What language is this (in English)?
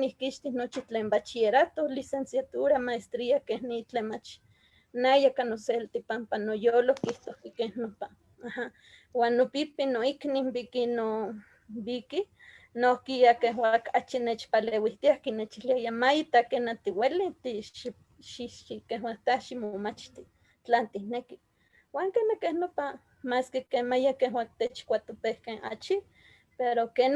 Eastern Huasteca Nahuatl